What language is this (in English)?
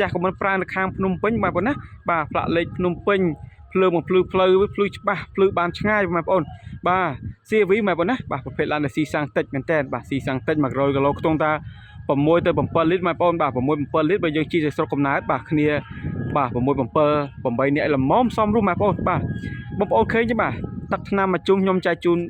Khmer